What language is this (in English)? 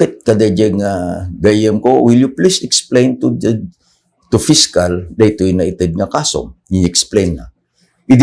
Iloko